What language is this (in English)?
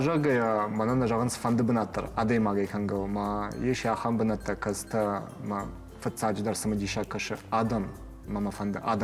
Ossetic